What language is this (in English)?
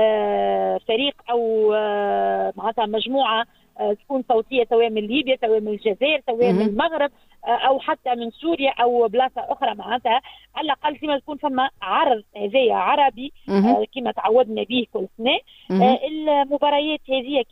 Tunisian Arabic